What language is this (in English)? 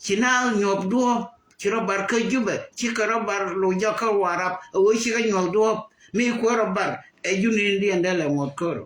Nuer